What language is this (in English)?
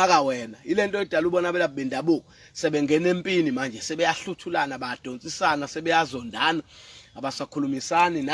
Zulu